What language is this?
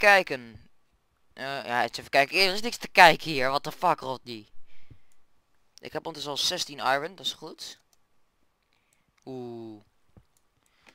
Dutch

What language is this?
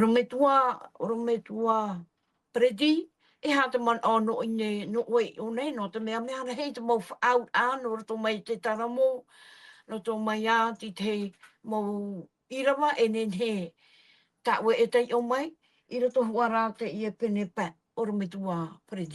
Tahitian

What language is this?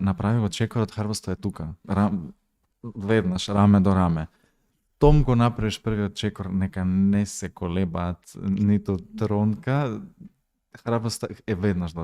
Macedonian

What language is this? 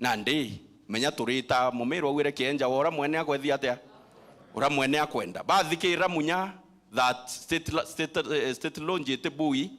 Meru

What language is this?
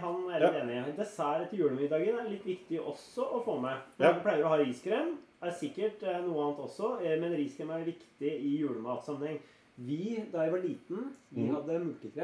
Norwegian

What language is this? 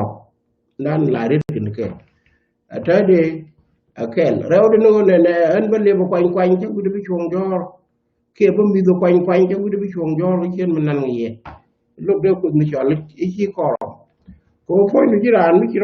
Nuer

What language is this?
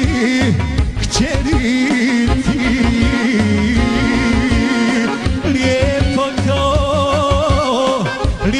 Croatian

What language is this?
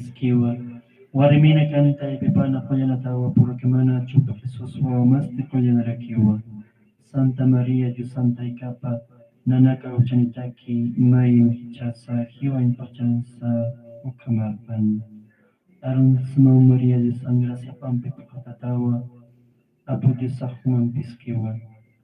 Aymara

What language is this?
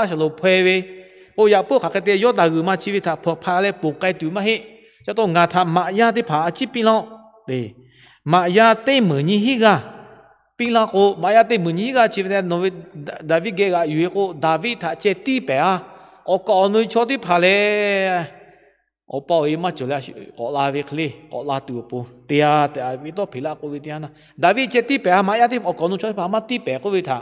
Lahu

